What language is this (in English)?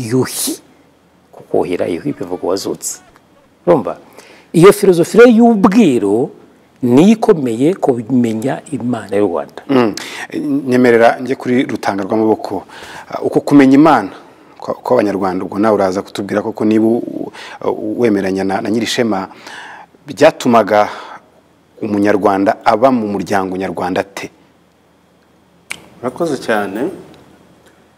Kinyarwanda